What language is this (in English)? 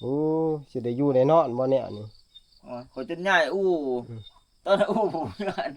Northeastern Thai